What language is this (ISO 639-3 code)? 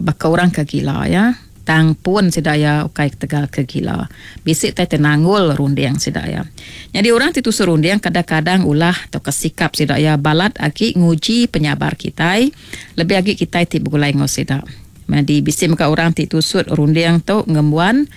iba